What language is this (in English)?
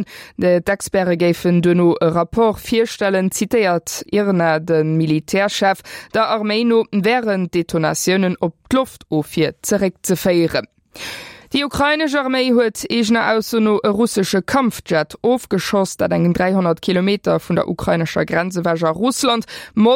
Luxembourgish